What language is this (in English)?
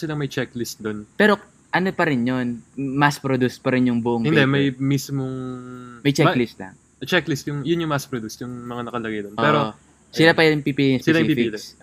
Filipino